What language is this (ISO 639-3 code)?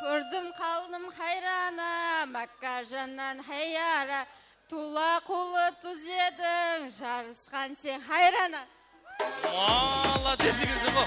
kaa